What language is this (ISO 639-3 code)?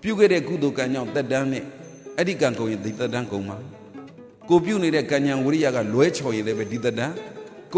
mya